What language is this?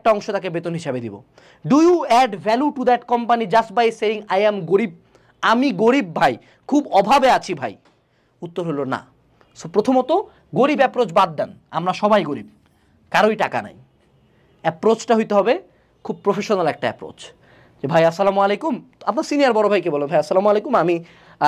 Bangla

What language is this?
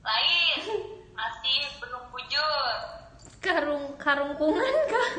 Banjar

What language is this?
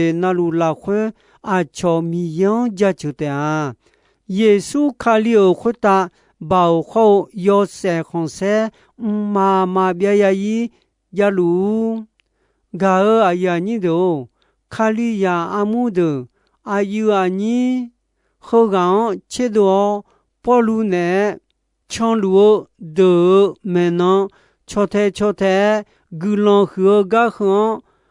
Akha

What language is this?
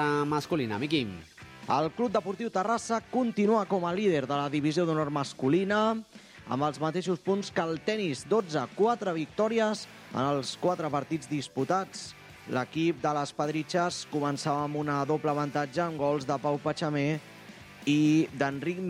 Catalan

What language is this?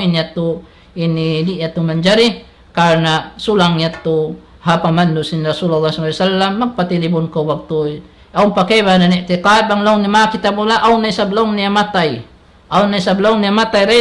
Tausug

